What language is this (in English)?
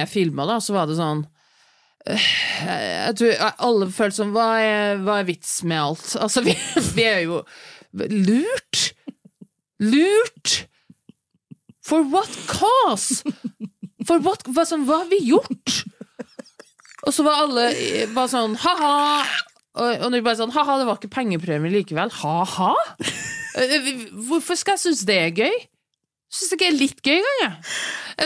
Norwegian